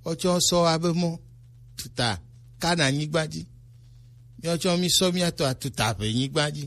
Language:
Gen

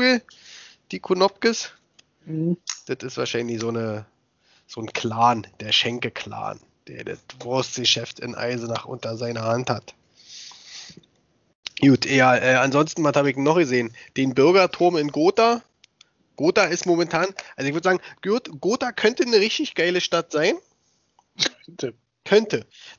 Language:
German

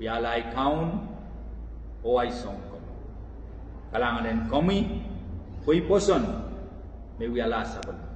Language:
Pohnpeian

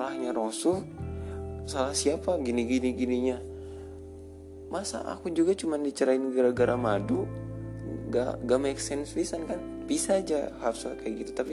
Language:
Indonesian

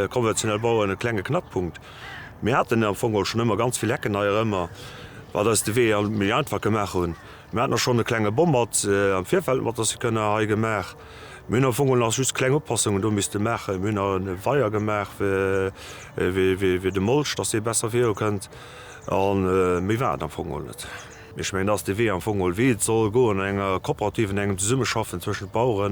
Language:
Luxembourgish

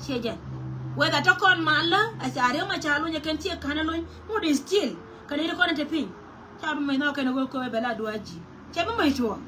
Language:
Nuer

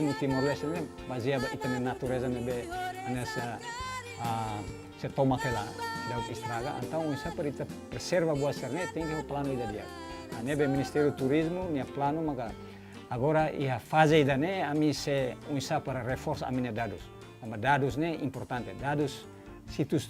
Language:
Tetum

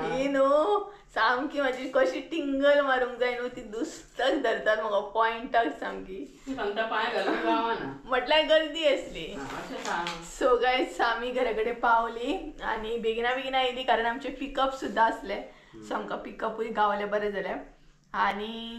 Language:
Konkani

